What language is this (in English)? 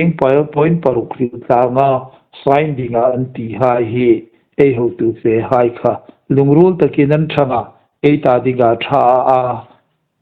Hmar